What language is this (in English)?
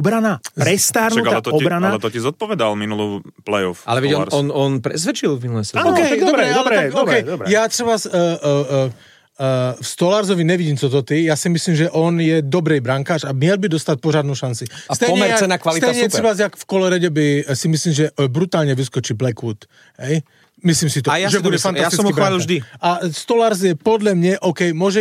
Slovak